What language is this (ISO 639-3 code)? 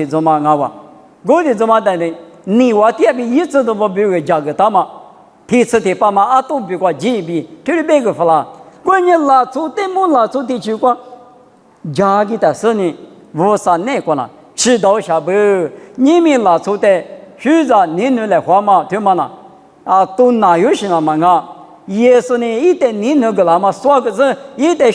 lis